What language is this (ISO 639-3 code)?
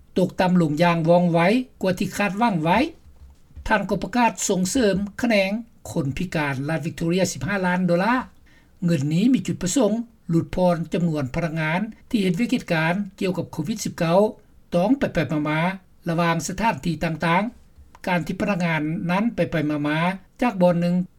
lao